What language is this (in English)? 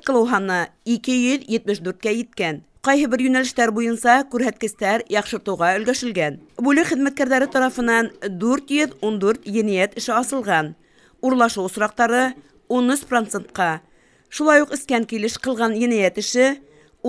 Bashkir